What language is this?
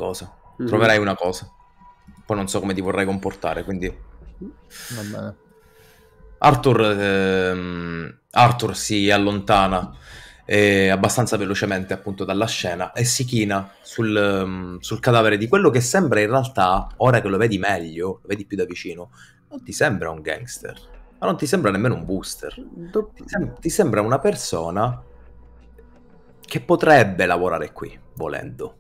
Italian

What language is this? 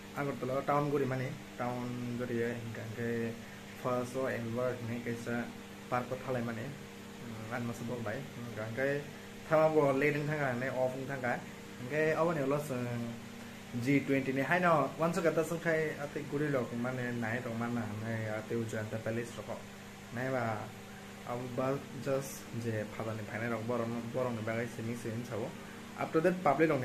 Kok Borok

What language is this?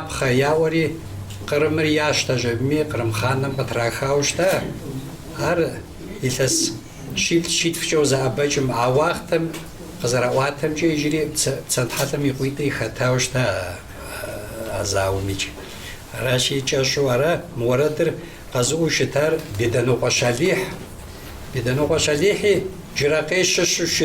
Kabardian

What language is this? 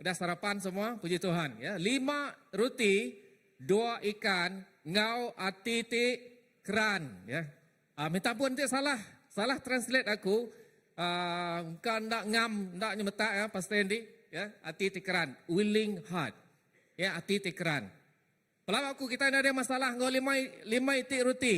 Iban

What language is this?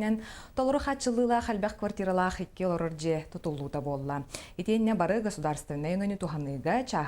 Yakut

